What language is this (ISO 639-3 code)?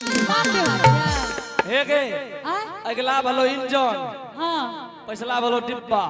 anp